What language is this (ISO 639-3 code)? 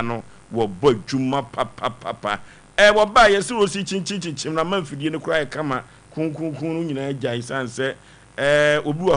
aka